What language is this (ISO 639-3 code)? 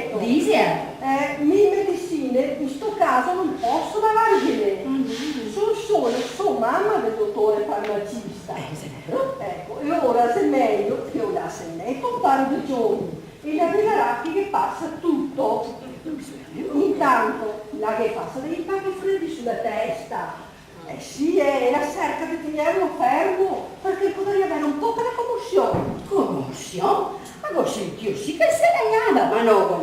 vec